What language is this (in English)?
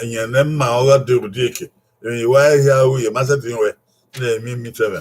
Bini